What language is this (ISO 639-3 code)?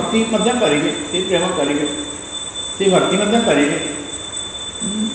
ori